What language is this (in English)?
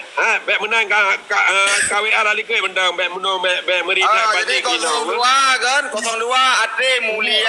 Achinese